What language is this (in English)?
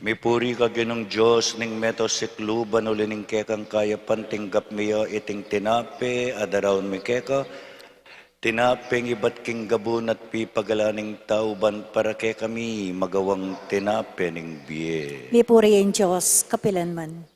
Pampanga